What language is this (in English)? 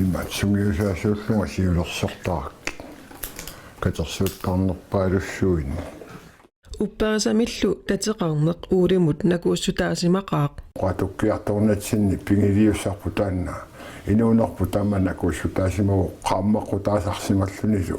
Kalaallisut